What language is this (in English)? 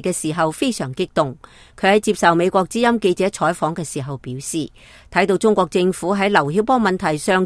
Cantonese